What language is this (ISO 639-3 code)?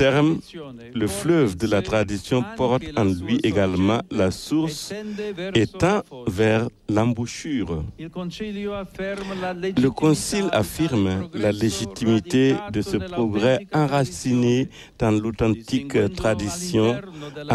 fra